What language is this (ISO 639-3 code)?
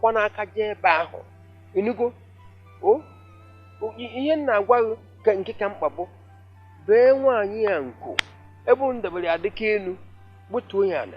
ibo